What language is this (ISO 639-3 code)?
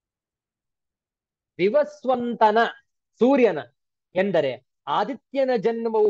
kan